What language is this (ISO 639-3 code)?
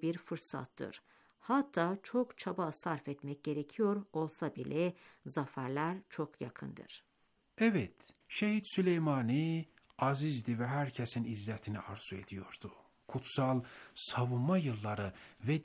tur